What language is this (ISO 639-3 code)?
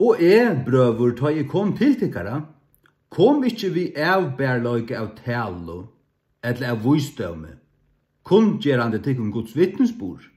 fao